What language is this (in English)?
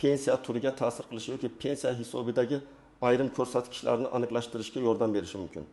Uzbek